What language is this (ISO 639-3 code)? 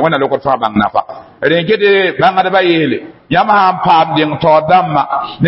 mos